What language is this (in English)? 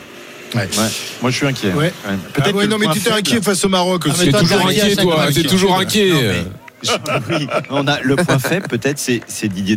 French